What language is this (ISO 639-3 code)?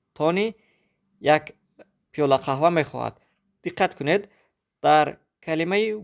tgk